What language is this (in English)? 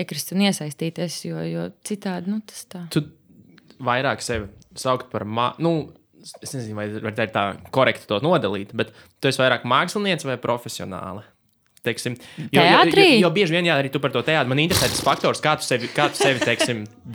Latvian